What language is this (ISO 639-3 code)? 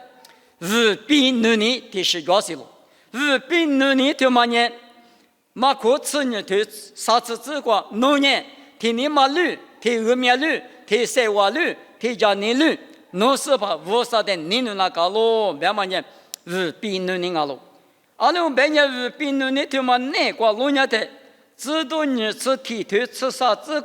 lis